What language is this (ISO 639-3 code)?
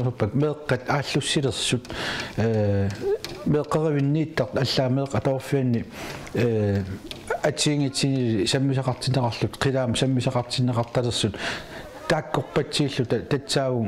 kal